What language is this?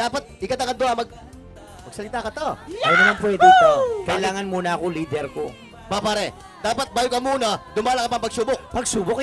Pampanga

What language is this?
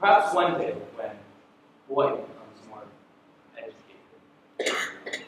Hawaiian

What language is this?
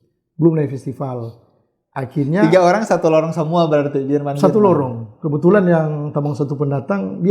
Manado Malay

